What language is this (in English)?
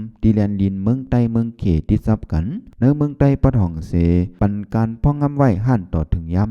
Shan